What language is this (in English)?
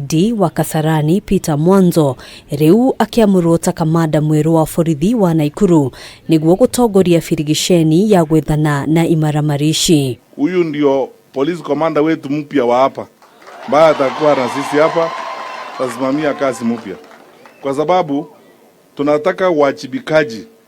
Kikuyu